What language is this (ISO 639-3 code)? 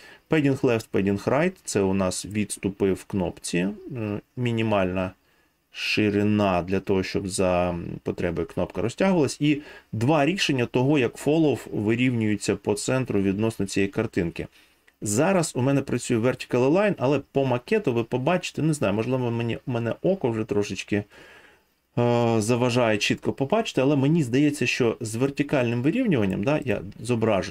ukr